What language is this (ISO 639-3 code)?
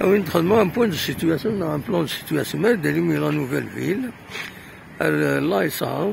kab